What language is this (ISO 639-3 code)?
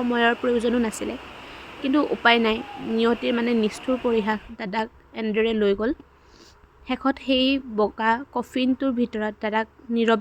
asm